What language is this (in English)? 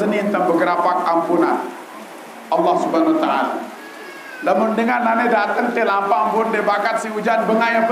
Sasak